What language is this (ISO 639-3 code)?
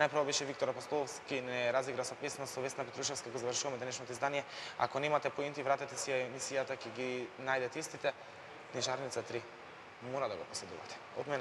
mkd